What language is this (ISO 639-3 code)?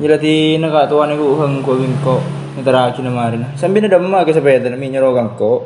mad